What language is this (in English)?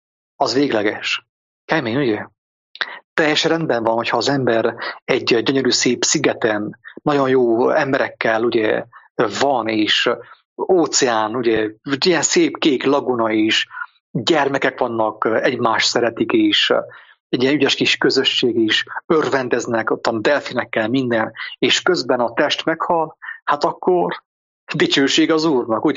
Hungarian